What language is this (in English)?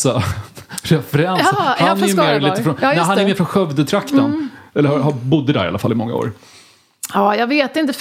Swedish